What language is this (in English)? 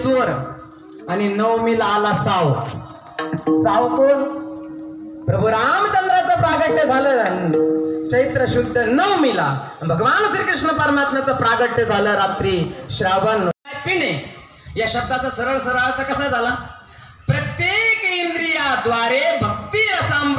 Marathi